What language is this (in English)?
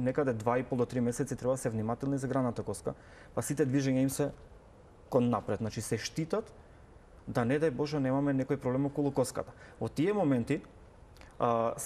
Macedonian